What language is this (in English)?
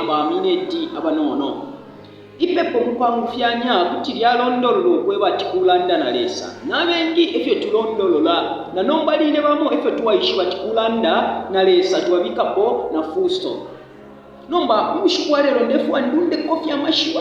Bemba